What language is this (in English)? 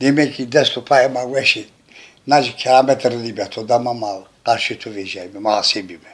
Zaza